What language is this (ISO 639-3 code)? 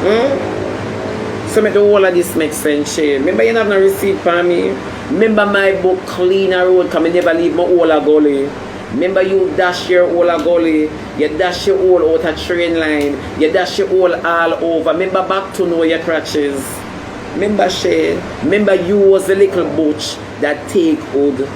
jam